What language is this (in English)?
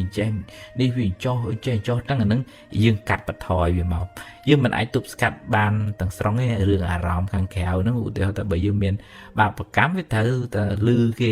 Khmer